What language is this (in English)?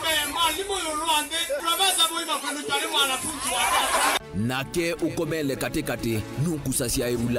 Kamba